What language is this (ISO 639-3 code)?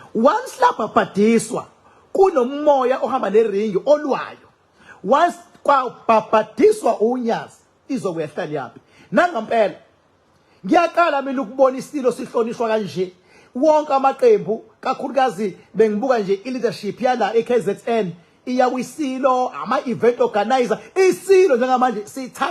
zul